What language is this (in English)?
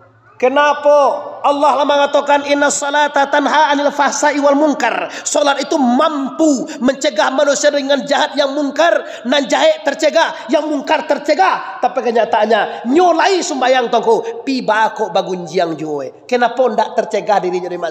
Minangkabau